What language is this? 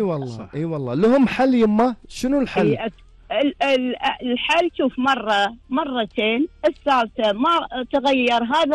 Gulf Arabic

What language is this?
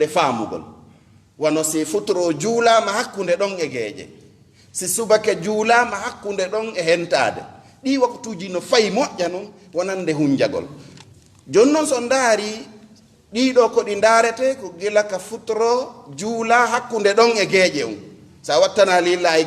Fula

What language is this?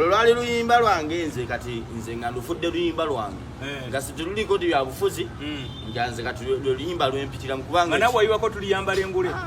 Ganda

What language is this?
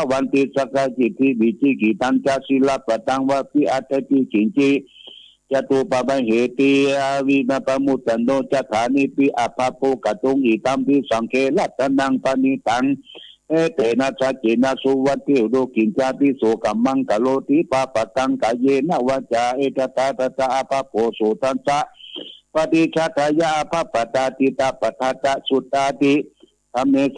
Pali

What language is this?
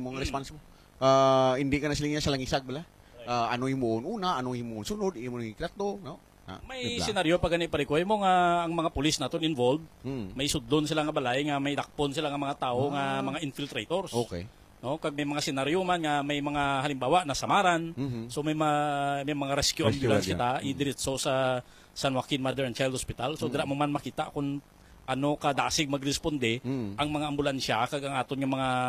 Hiligaynon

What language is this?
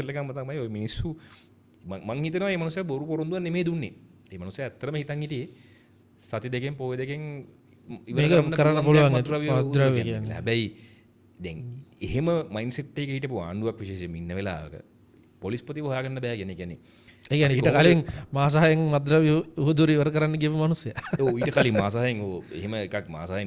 Sinhala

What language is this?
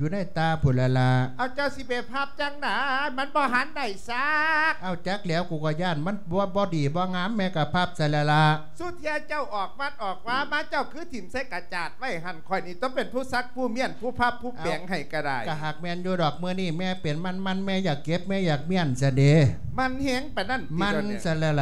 Lao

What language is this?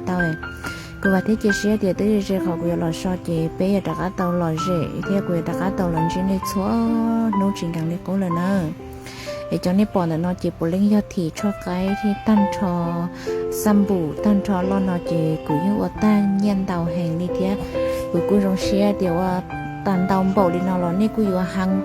Hmong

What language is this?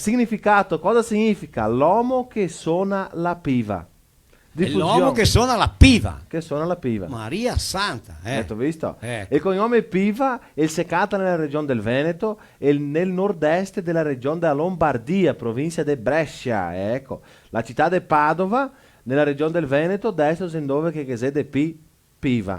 Venetian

